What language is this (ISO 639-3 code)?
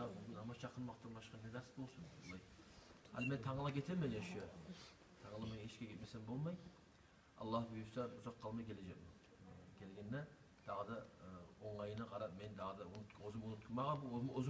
kum